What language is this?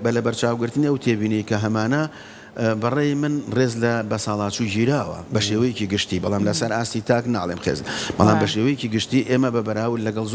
Central Kurdish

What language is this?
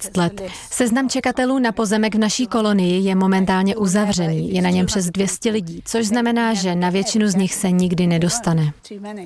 Czech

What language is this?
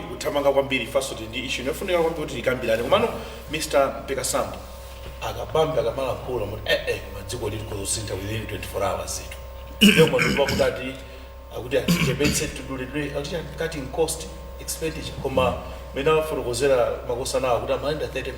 Nyanja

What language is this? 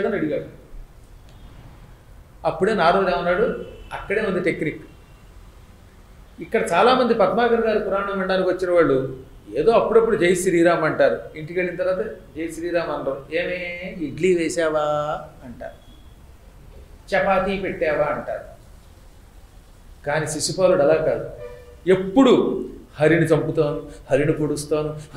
Telugu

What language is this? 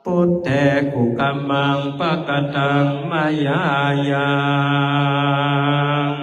Pali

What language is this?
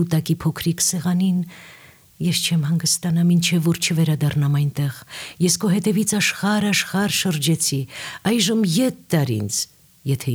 Armenian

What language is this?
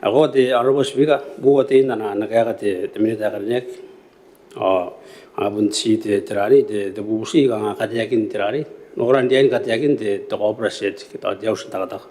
Gilbertese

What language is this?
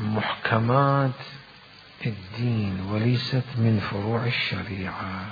Mesopotamian Arabic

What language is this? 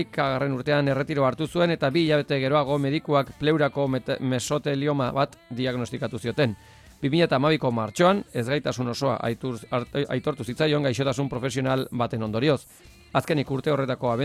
Basque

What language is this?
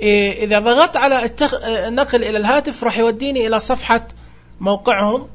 Najdi Arabic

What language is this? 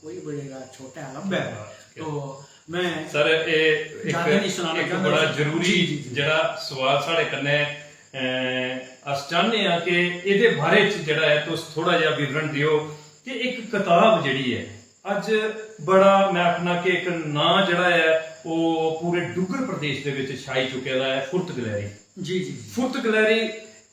Dogri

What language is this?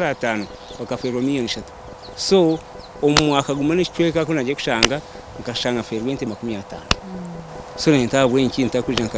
Nyankole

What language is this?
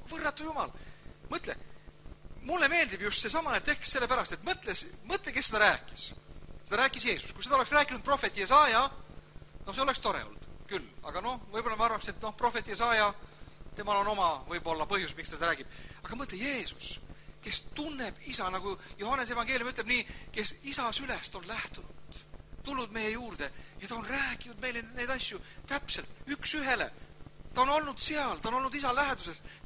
Estonian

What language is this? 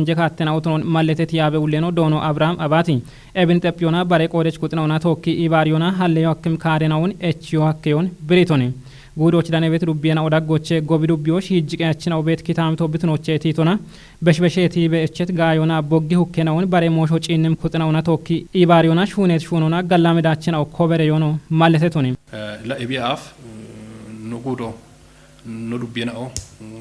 Kafa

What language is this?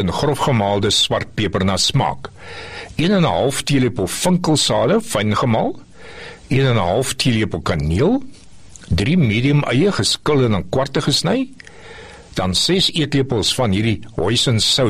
Afrikaans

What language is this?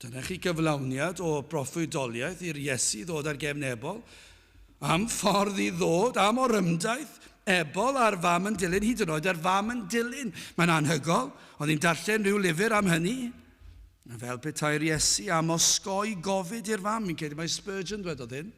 Welsh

